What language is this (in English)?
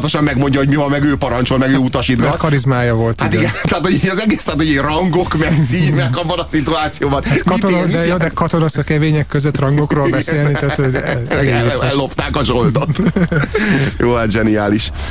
Hungarian